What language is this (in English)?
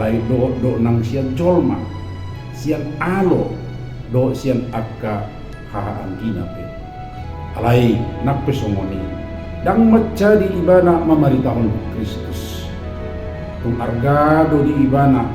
Batak Toba